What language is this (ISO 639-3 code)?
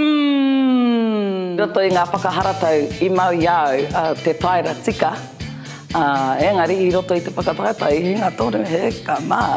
mri